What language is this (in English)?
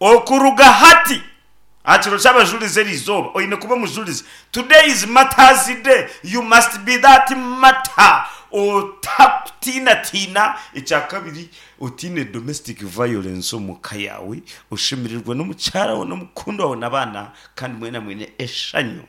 Nyankole